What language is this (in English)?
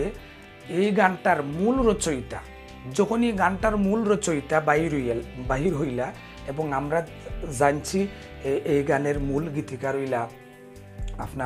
Sylheti